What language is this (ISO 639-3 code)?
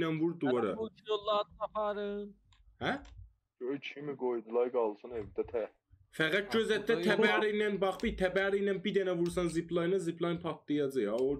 azb